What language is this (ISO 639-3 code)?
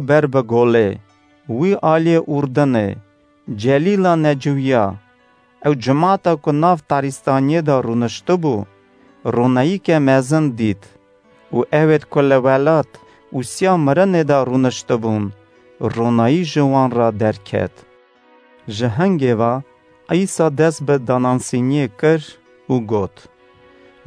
kur